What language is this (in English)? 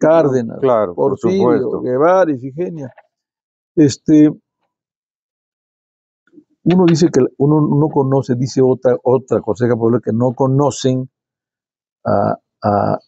Spanish